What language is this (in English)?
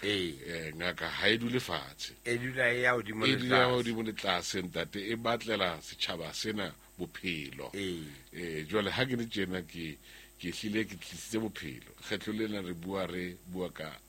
Southern Sotho